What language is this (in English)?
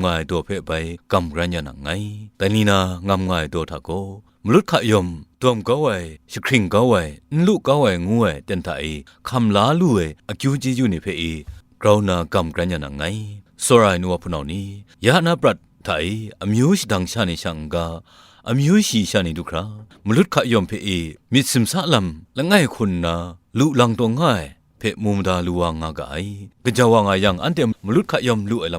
Kachin